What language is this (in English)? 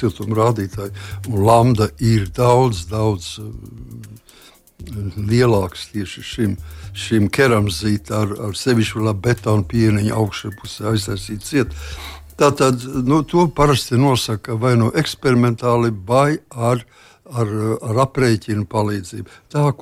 Latvian